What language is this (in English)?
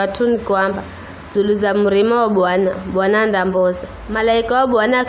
Giryama